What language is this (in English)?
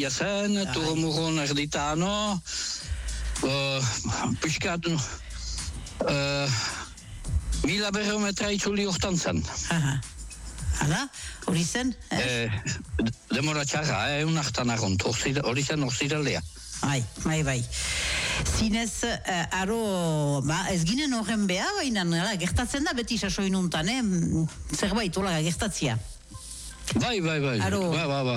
Basque